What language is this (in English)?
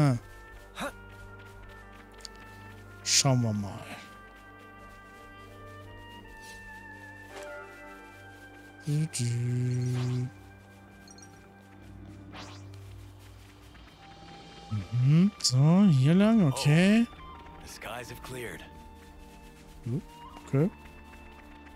German